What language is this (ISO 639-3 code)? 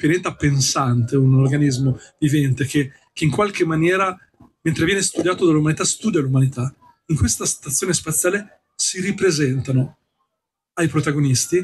ita